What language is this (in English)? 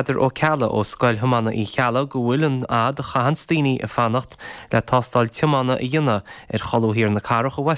Irish